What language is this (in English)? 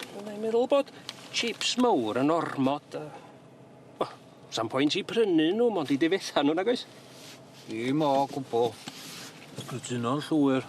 Welsh